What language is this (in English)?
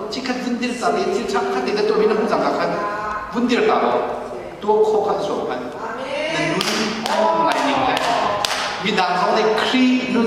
Hakha Chin